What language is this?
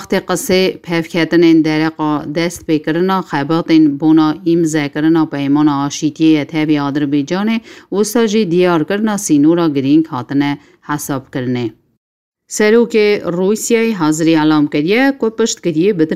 Kurdish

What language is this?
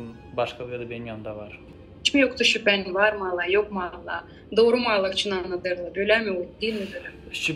Gagauz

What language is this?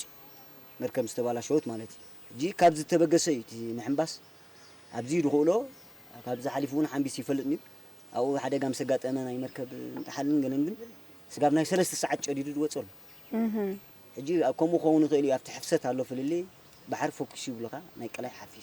Tigrinya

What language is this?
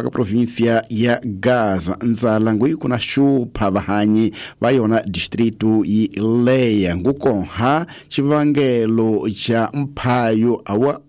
Tsonga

